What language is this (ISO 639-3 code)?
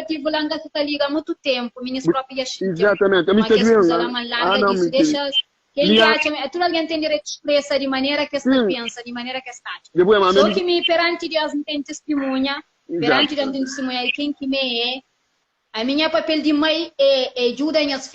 kea